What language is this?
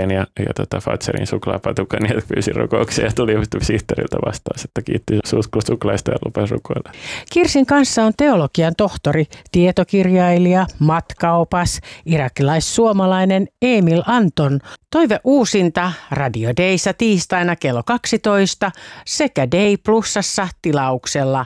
Finnish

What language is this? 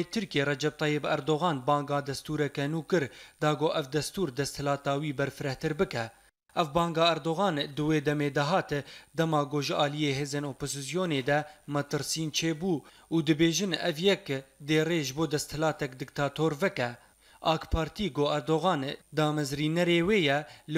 Kurdish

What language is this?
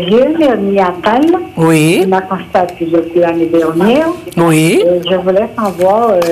French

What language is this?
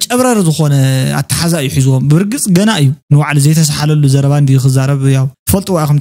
Tigrinya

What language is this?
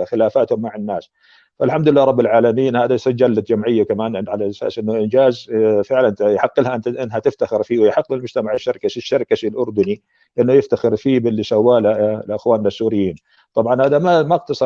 North Levantine Arabic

